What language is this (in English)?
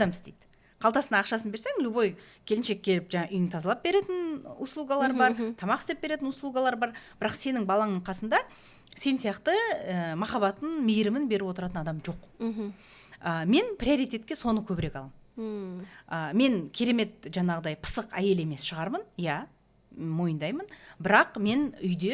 Kazakh